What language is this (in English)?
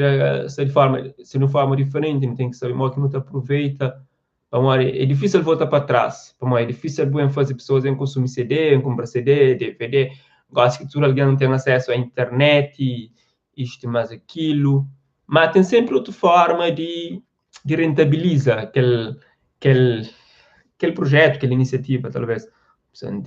Kabuverdianu